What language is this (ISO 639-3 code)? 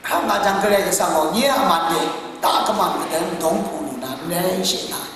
kac